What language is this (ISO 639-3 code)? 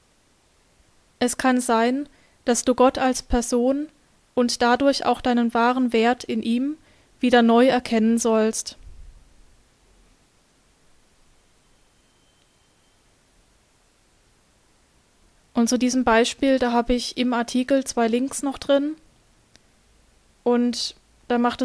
deu